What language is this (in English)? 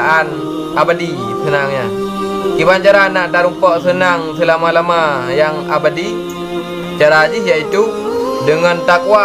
Achinese